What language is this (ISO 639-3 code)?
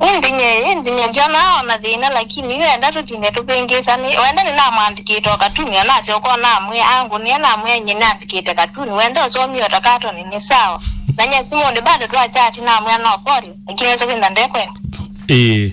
kam